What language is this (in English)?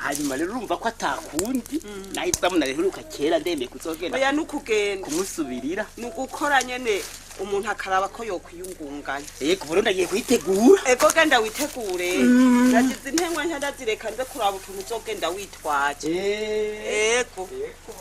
Rundi